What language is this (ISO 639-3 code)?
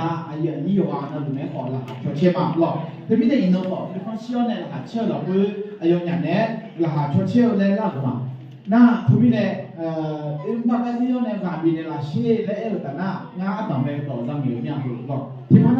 ahk